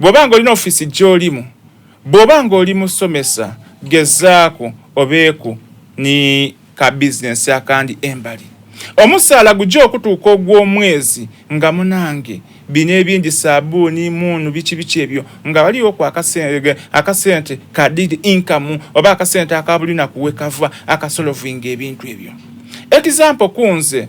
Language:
Soga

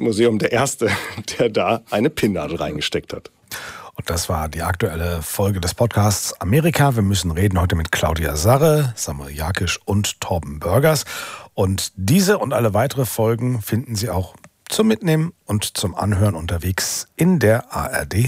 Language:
German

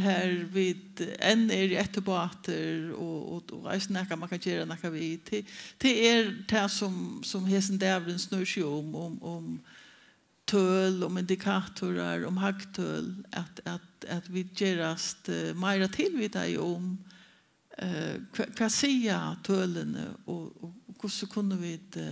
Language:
Faroese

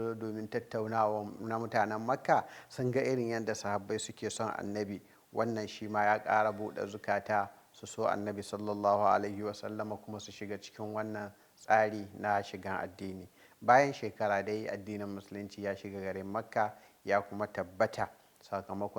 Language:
Hausa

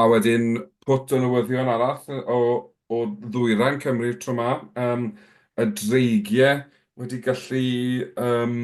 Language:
Welsh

